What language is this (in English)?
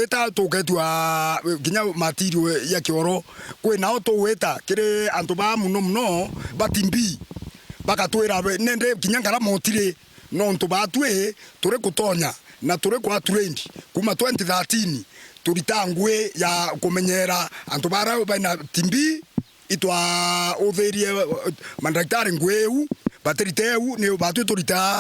Meru